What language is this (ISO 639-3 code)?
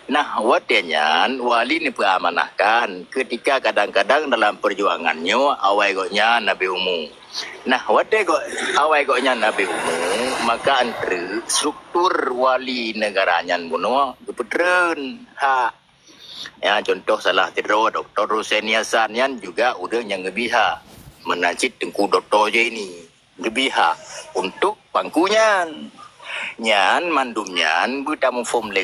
ace